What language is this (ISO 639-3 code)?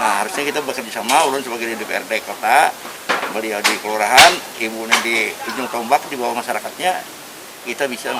bjn